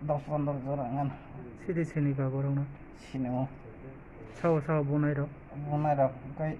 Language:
Kok Borok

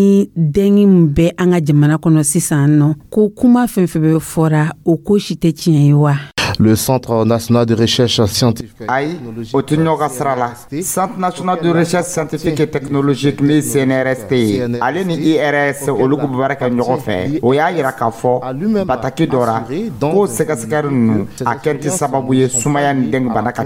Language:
Dyula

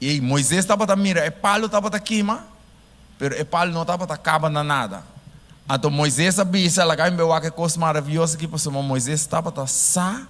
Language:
Papiamento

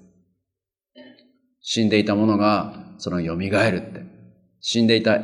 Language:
Japanese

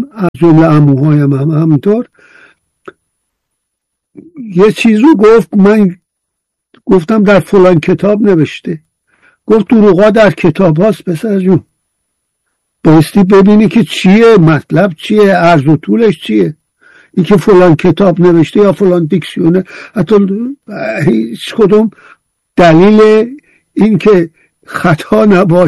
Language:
Persian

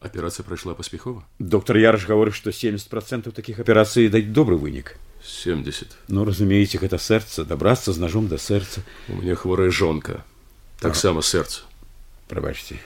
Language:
Belarusian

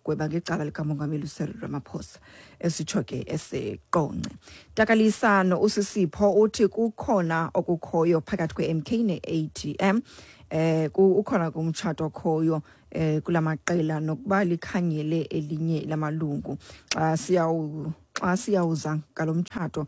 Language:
Xhosa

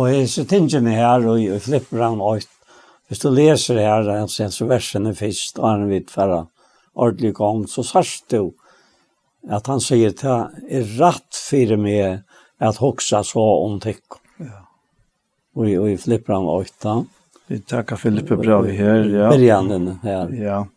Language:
Faroese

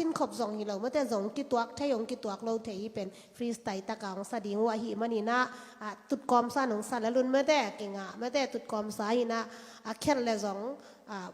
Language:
Tedim Chin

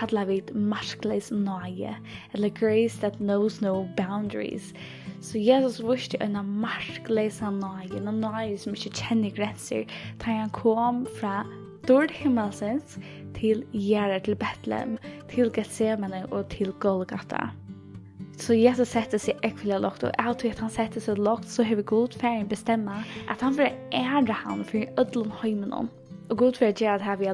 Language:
Faroese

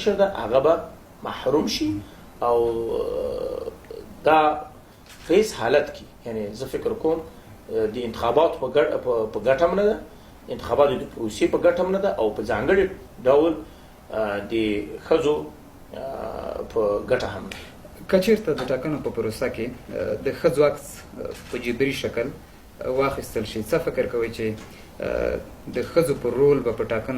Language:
Pashto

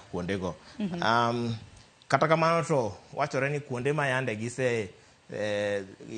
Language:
Luo (Kenya and Tanzania)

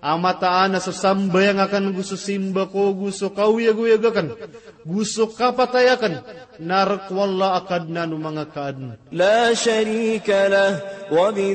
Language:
Maranao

